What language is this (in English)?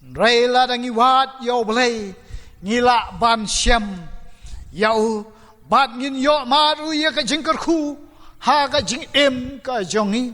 Khasi